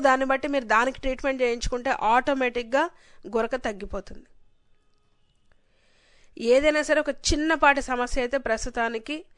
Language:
Telugu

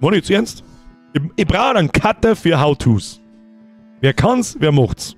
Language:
Bavarian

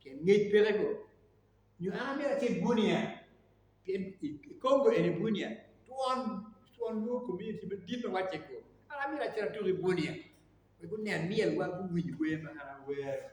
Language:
Acoli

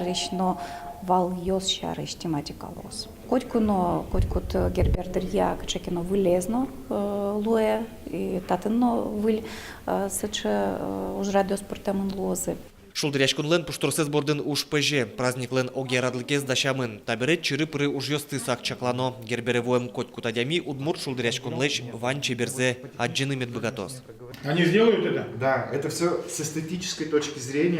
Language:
Udmurt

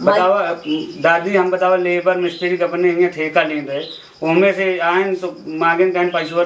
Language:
Awadhi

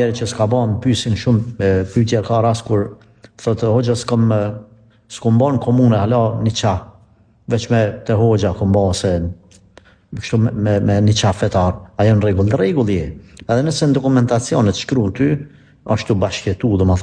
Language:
Albanian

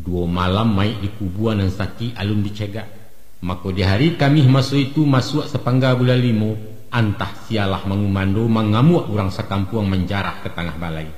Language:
Minangkabau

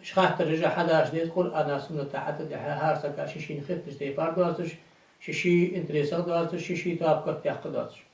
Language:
Ingush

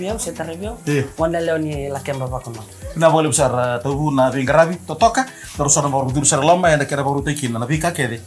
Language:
Fijian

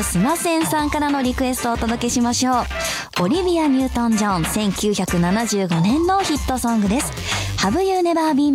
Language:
Japanese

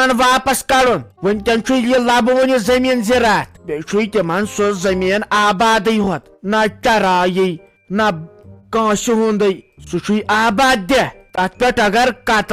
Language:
Kashmiri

